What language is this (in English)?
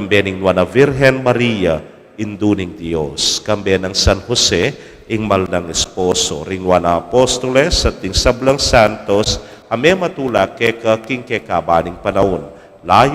Pampanga